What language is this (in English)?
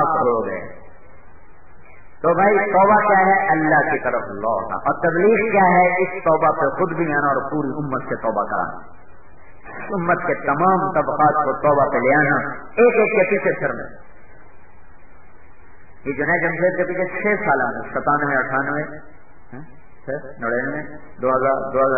Urdu